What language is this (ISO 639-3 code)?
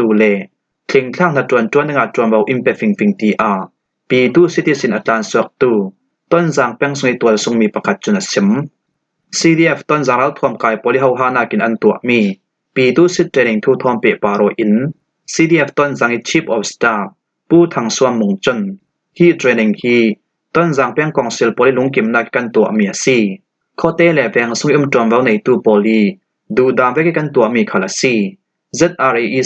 cfm